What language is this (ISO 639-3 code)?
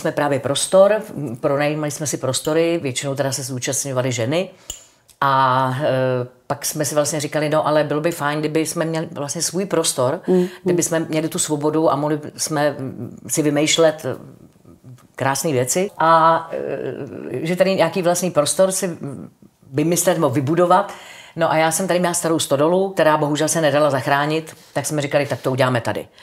ces